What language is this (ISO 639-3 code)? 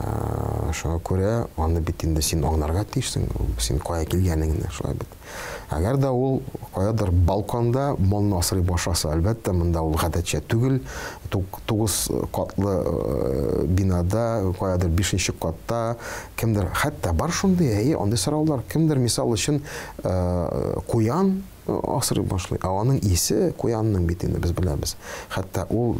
tat